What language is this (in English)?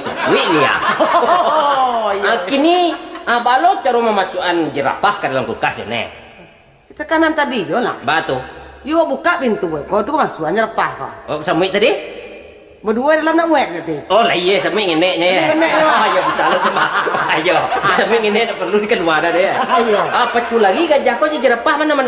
Minangkabau